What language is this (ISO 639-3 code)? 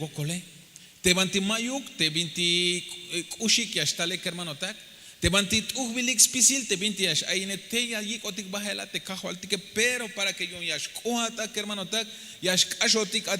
tzh